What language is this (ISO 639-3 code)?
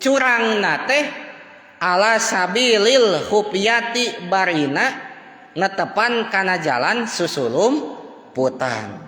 sun